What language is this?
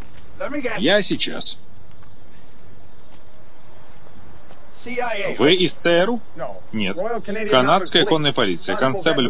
Russian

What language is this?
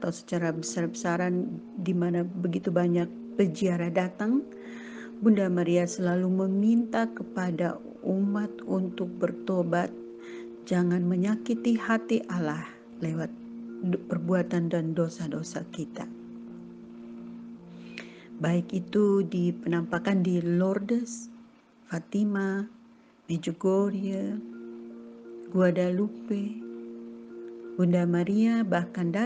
Indonesian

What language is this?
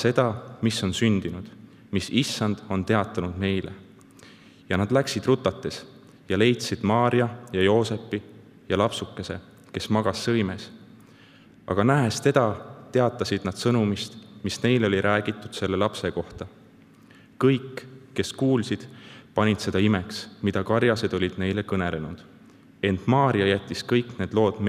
Estonian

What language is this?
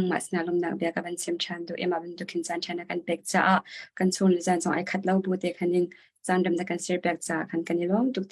Hakha Chin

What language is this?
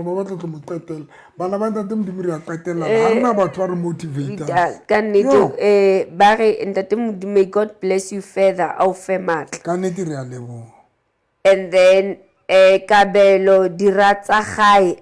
Southern Sotho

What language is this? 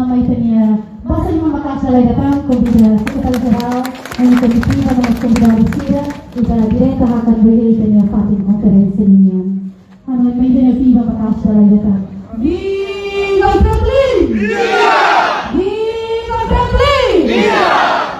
Tetum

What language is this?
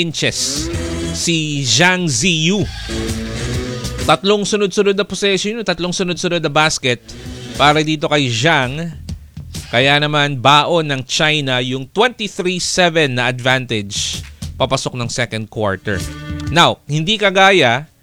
Filipino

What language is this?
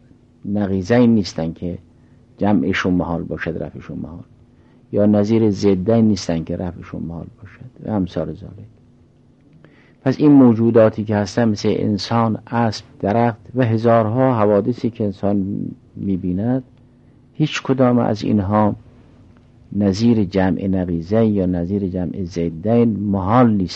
Persian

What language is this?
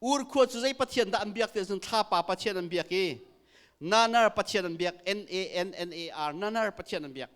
Hakha Chin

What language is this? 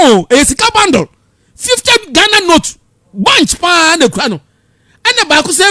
Akan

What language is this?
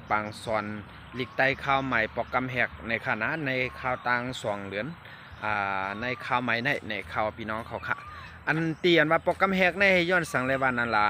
Shan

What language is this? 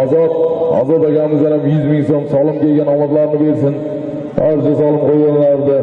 Uzbek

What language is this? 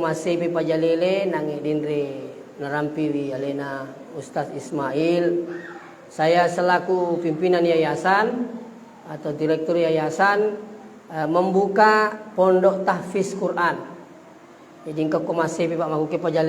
Buginese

